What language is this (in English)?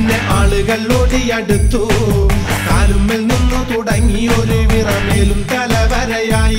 Malayalam